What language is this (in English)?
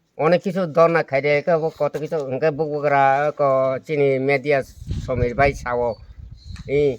Kok Borok